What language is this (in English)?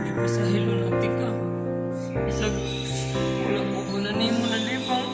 Cebuano